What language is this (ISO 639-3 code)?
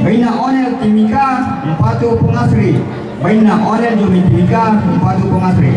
sda